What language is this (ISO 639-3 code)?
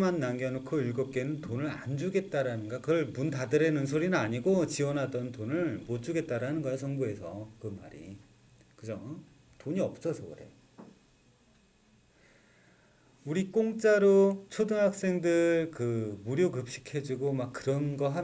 kor